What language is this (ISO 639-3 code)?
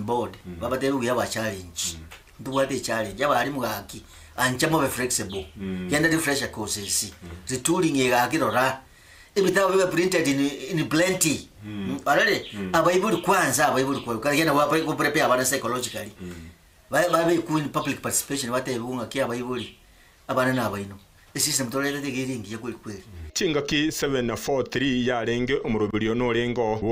guz